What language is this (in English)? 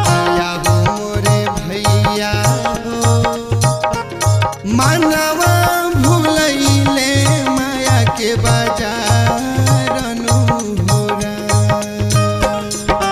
Bhojpuri